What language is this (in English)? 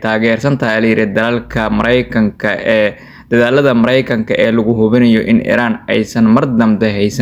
Somali